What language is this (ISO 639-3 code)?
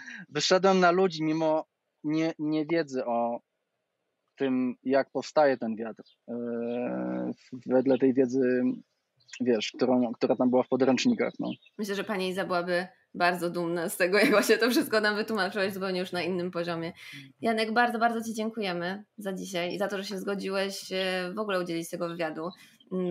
pol